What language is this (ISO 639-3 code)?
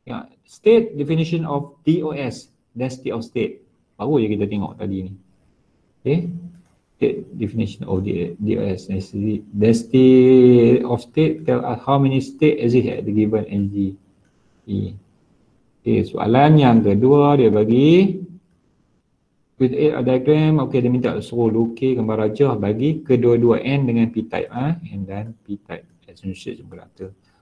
msa